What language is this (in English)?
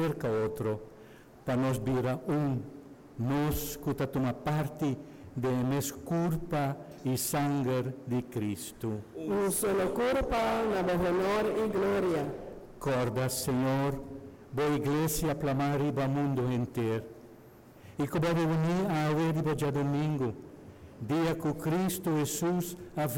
Papiamento